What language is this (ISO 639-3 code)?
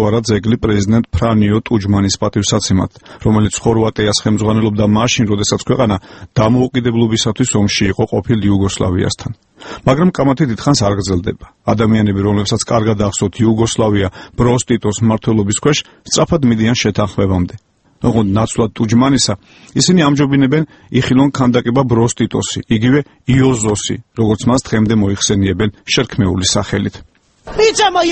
kat